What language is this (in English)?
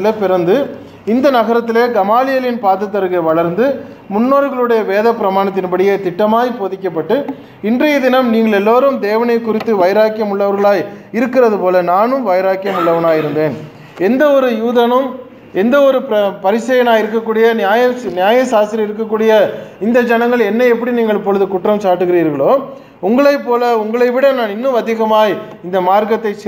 Tamil